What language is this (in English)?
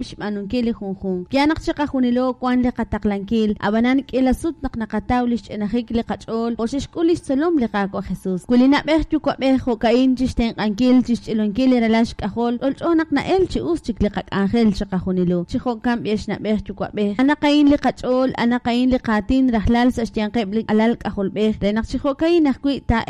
Kekchí